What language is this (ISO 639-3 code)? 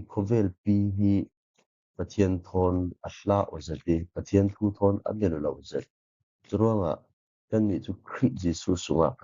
cfm